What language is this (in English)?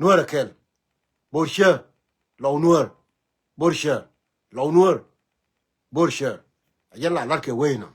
Nuer